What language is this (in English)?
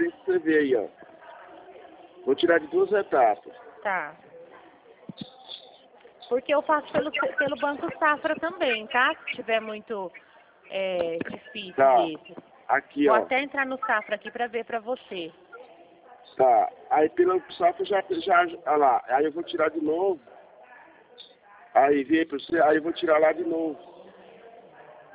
Portuguese